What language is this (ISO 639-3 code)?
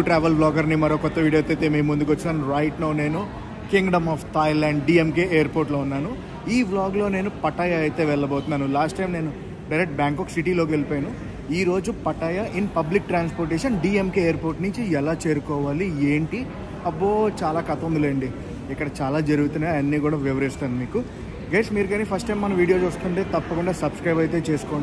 tel